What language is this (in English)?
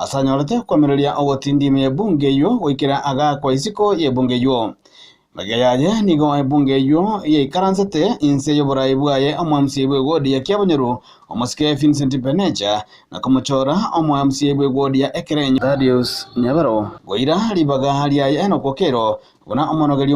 Gusii